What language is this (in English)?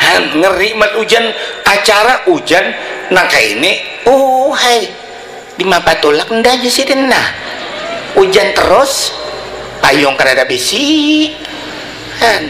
Banjar